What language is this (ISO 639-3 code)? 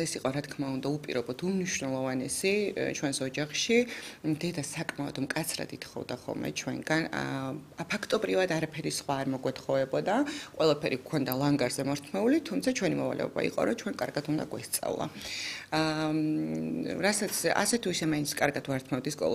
kat